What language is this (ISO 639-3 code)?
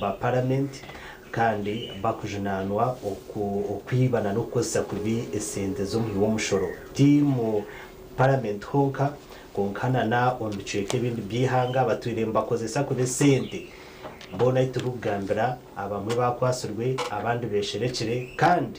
nyn